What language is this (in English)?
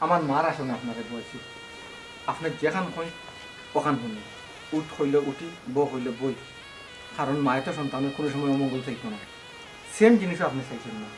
Sylheti